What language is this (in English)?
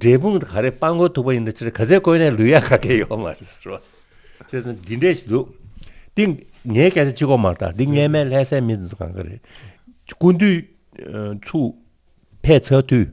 Tibetan